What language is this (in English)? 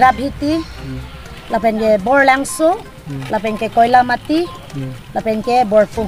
Karbi